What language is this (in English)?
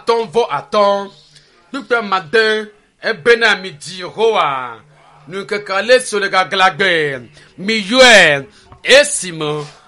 Ewe